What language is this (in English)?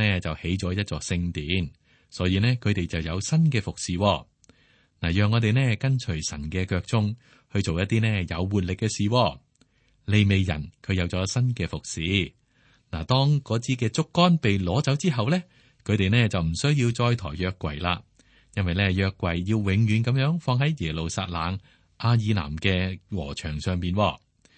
Cantonese